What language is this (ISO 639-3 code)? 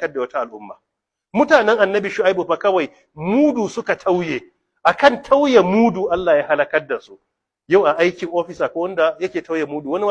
hau